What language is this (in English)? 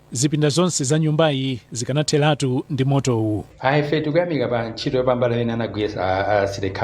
Nyanja